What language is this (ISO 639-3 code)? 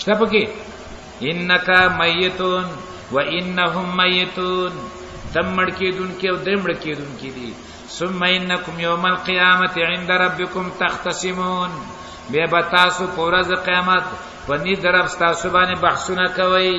pus